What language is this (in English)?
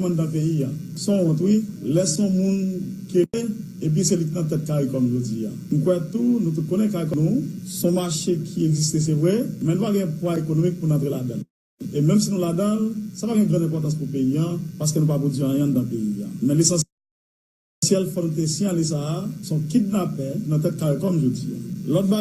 Haitian Creole